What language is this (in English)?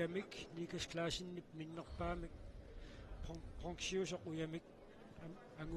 Kalaallisut